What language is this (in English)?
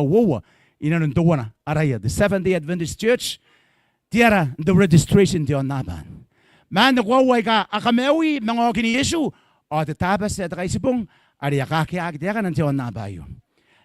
Gilbertese